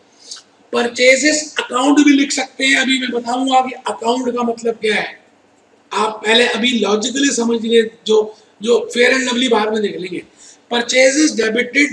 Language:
Hindi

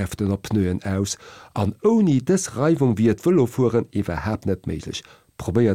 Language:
Luxembourgish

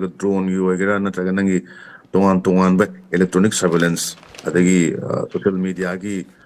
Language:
Manipuri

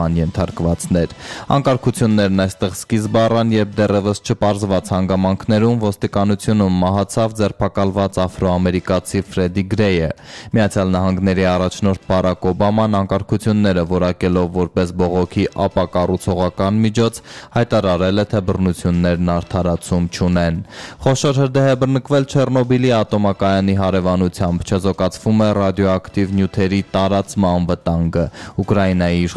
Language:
Armenian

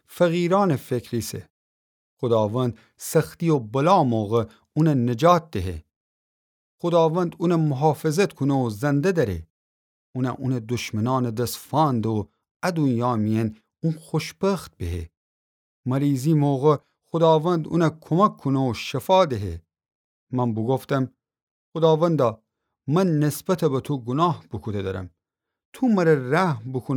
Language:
Gilaki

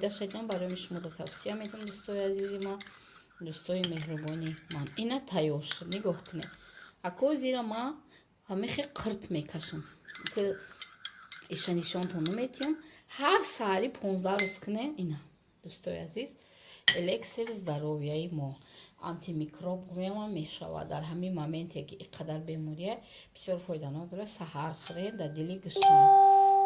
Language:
Tajik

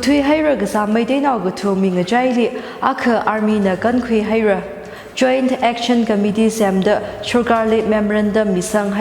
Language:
Tangkhul Naga (India)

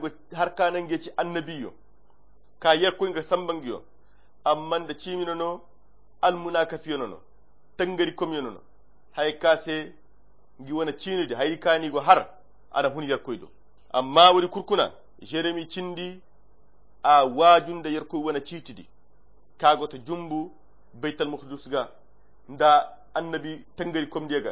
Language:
Koyra Chiini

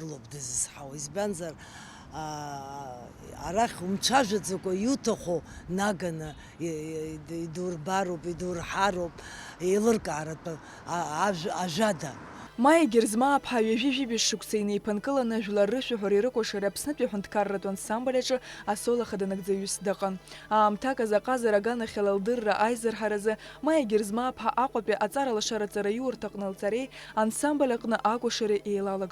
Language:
Abkhazian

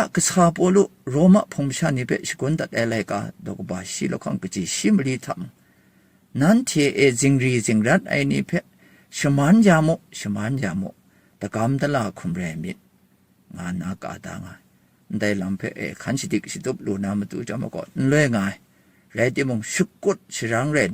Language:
Kachin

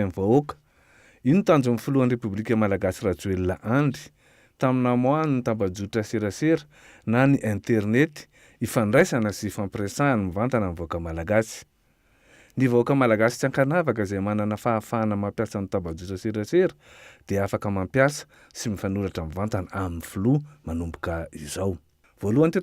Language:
Malagasy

